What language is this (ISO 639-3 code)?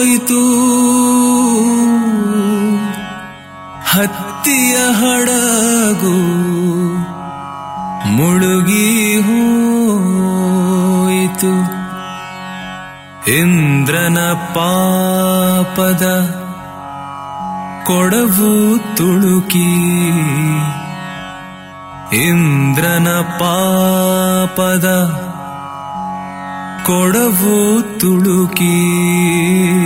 kan